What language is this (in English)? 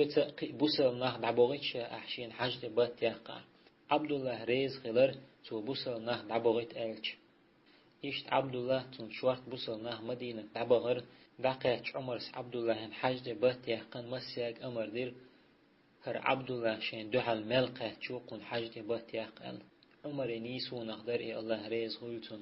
Chechen